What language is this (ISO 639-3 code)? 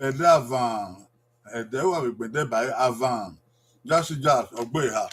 bin